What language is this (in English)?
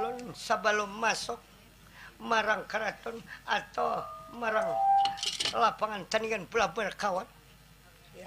Banjar